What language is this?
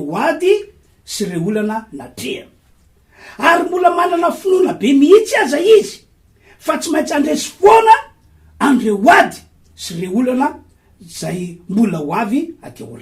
Malagasy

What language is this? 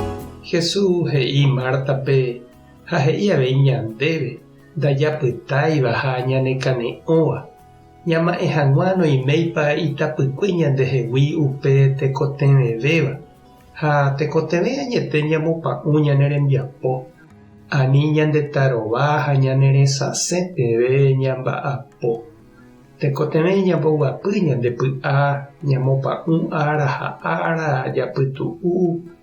Guarani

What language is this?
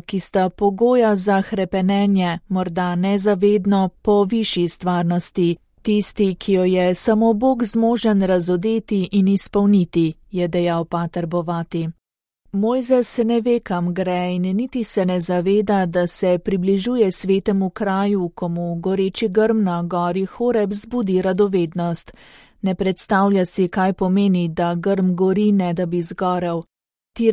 Slovenian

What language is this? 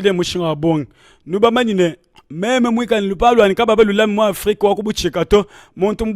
Luba-Lulua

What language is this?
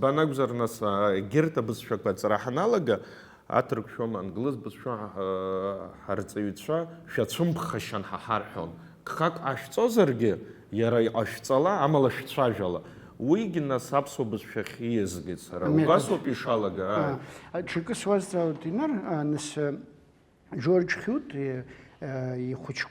Abkhazian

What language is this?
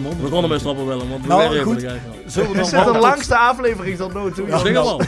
Limburgish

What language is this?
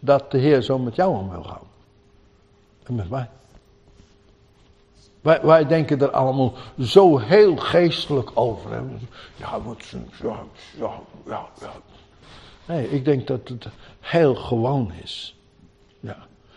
Dutch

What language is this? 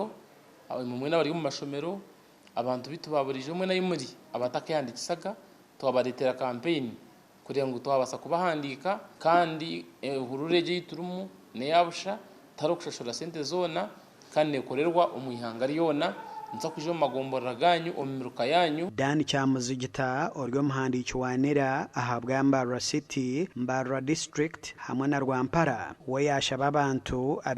Nyankole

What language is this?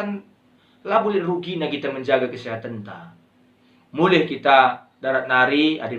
Batak Karo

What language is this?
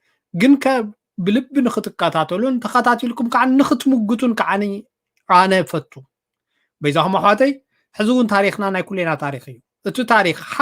Tigrinya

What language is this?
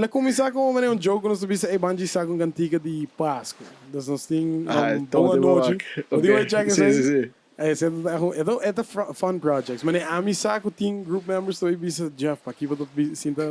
Papiamento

